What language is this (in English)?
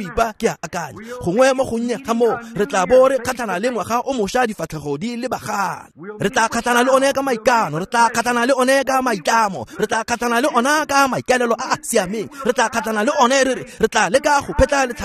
Tswana